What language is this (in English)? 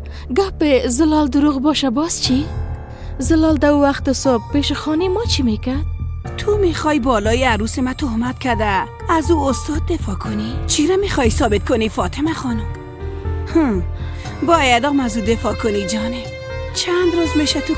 Persian